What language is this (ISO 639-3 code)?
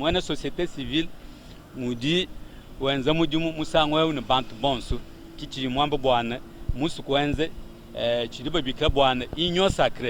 lua